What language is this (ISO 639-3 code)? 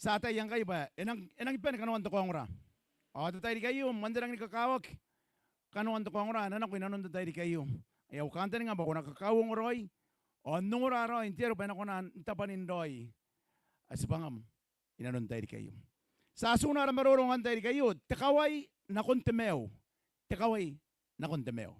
gil